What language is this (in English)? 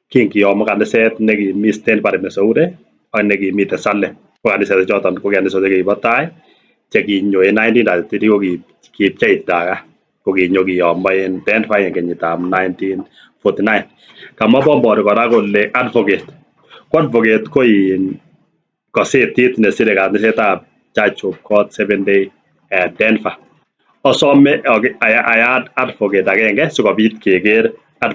Kalenjin